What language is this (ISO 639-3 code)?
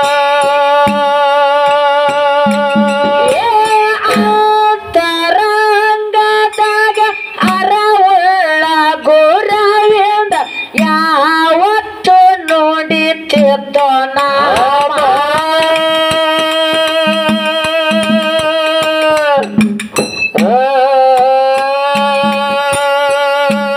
kan